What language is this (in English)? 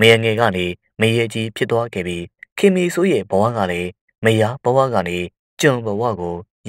Burmese